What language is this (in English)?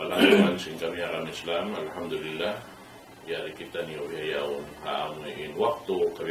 Tausug